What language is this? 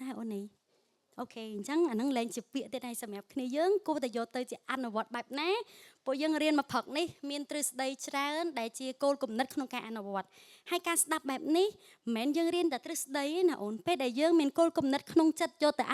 Khmer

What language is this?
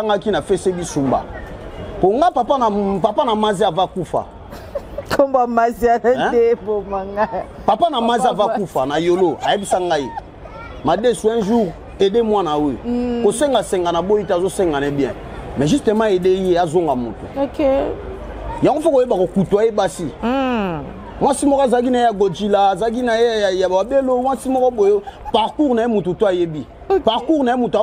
Lingala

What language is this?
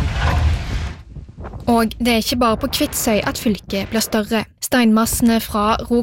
Norwegian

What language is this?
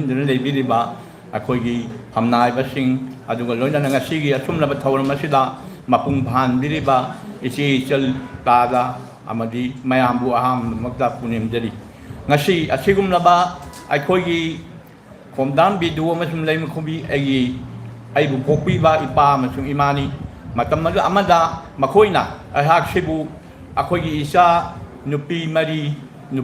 Manipuri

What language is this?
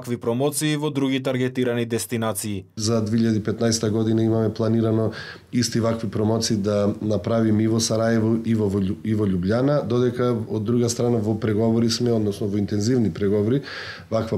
Macedonian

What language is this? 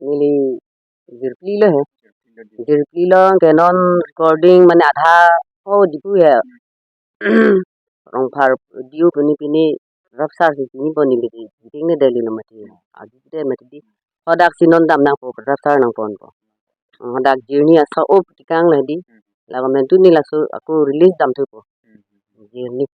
Karbi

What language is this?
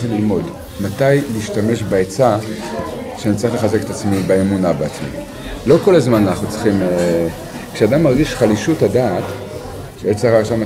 Hebrew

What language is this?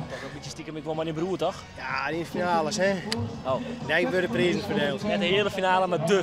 Western Frisian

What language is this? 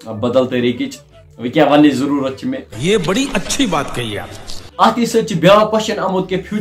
Kashmiri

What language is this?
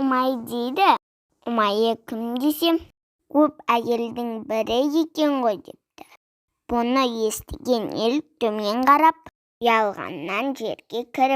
Kazakh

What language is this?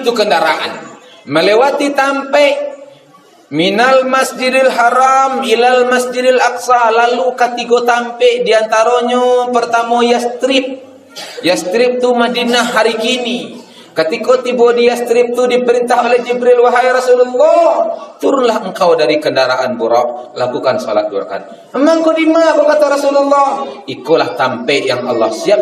Minangkabau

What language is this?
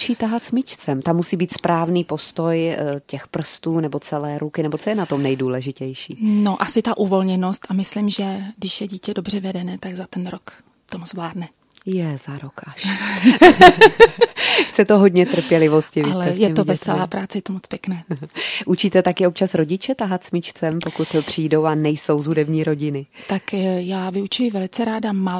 Czech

